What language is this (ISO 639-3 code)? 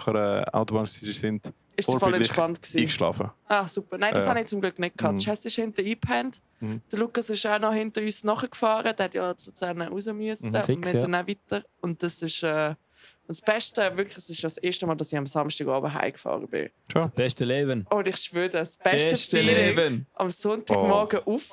gsw